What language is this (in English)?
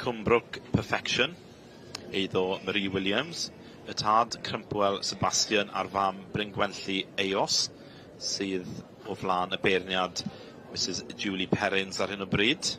Welsh